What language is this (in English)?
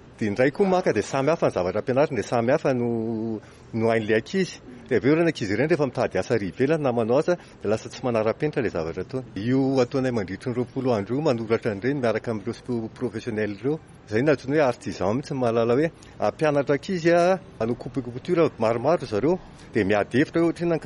Malagasy